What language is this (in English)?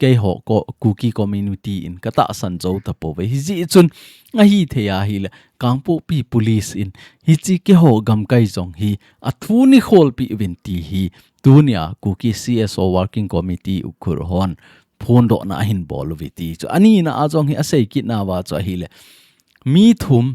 Thado Chin